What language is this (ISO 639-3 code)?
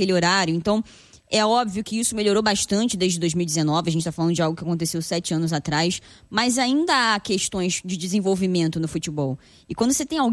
por